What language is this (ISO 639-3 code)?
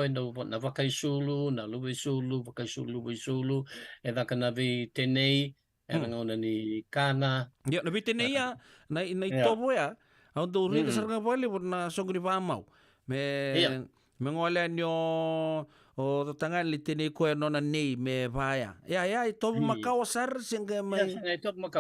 fij